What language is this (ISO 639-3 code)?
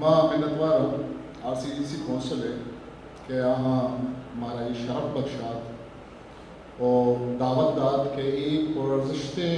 bgp